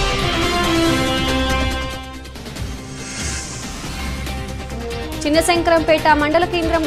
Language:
Telugu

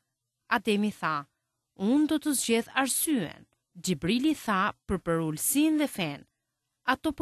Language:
Albanian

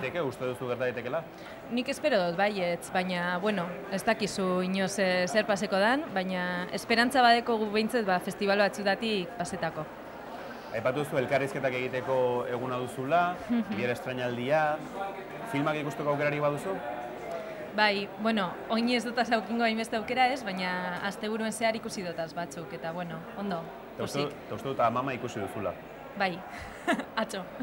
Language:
Basque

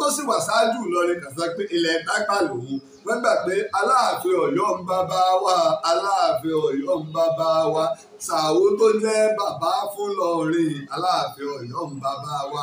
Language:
Yoruba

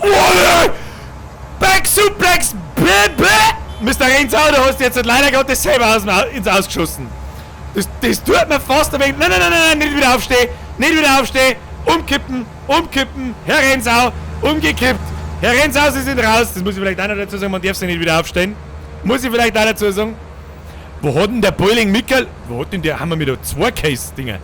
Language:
Bavarian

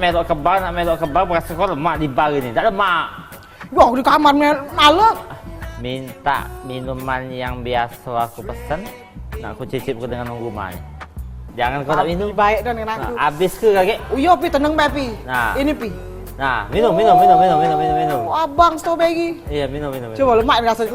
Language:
Musi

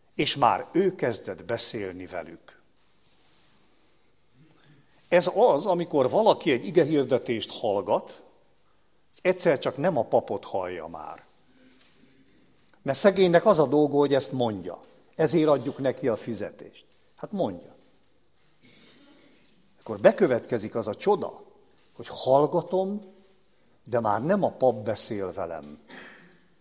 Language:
Hungarian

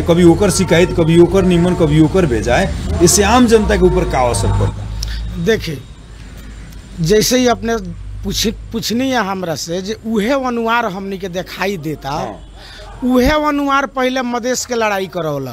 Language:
Bhojpuri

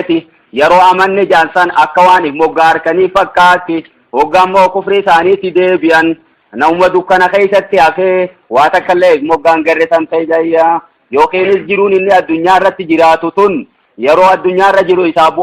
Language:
Oromo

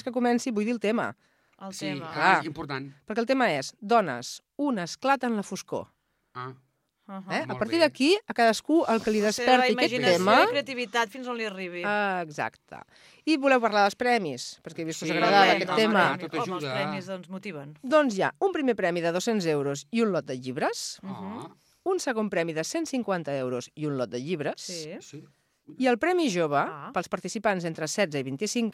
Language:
Catalan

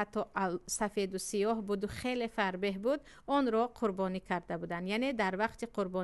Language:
Tajik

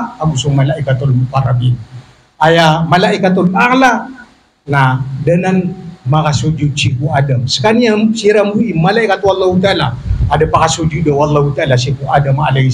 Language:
Maranao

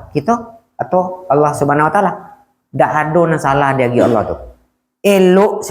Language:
Minangkabau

